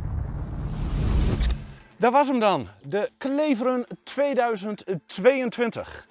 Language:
Dutch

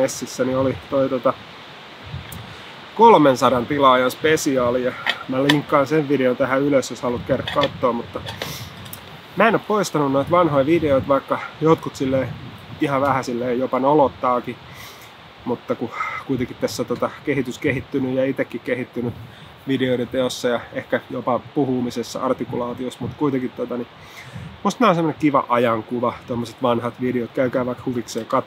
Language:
Finnish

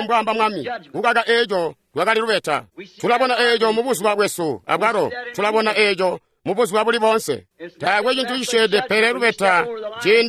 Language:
Tonga (Zambia)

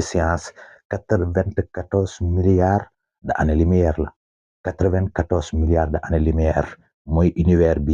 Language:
Wolof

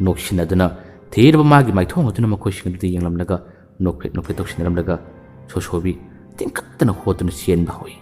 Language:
Manipuri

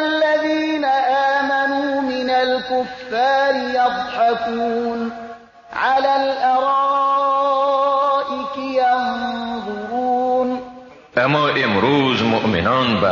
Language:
Persian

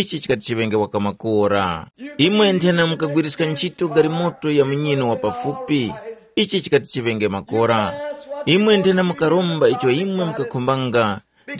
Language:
Tumbuka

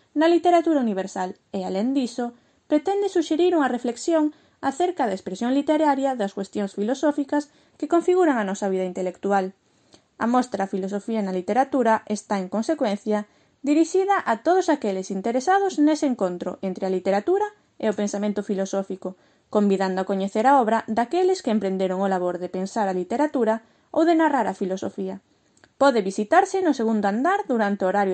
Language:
Galician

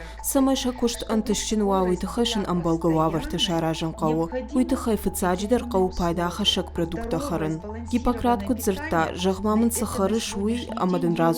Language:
Ossetic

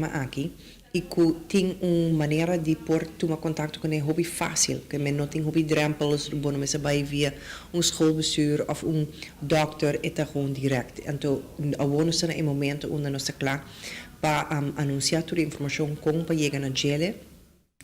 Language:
Papiamento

